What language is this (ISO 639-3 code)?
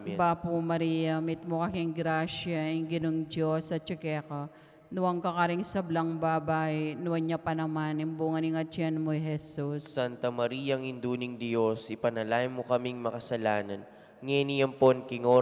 pam